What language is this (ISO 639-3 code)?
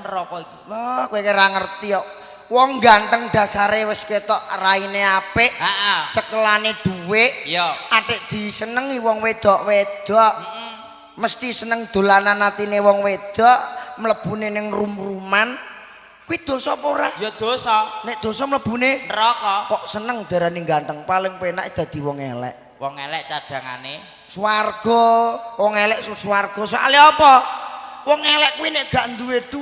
jav